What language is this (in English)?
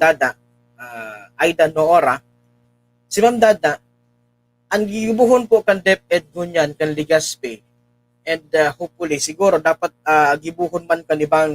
Bikol